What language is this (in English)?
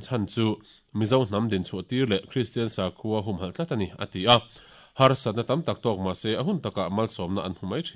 Mizo